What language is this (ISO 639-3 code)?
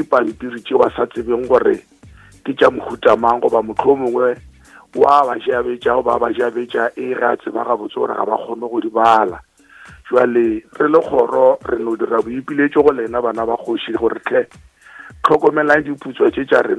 nso